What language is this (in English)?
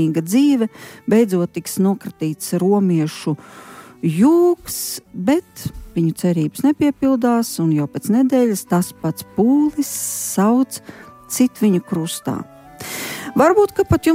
Latvian